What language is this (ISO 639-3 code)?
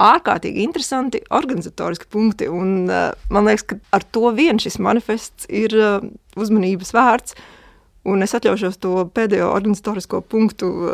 lav